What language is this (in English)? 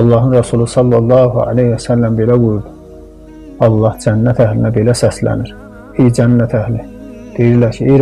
Azerbaijani